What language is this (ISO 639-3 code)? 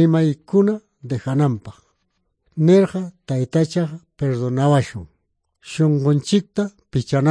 que